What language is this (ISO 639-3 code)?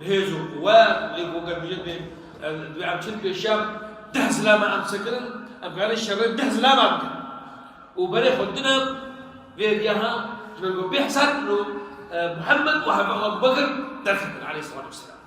kur